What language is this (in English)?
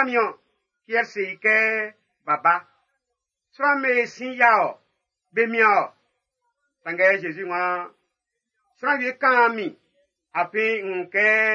Baoulé